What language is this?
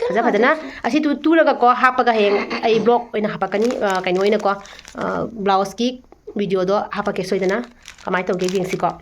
Manipuri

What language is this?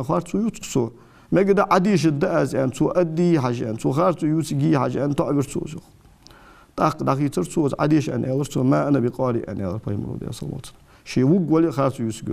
Ingush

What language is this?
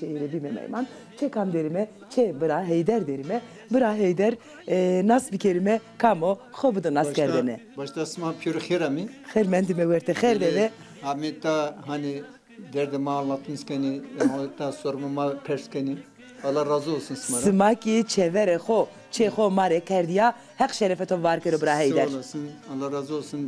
Zaza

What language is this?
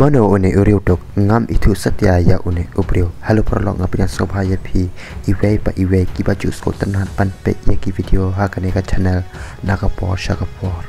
Khasi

